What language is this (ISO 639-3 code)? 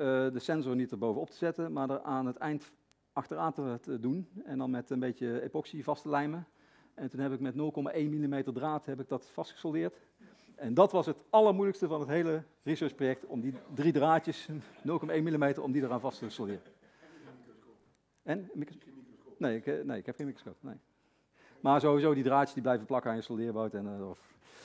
nld